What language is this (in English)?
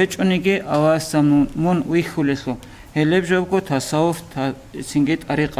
Avaric